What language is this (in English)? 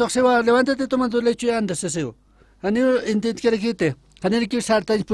Aymara